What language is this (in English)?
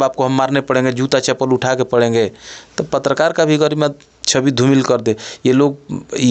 Bhojpuri